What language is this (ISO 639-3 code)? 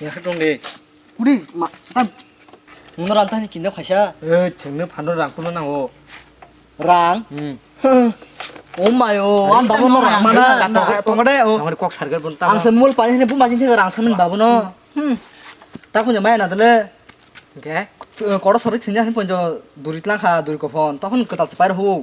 trp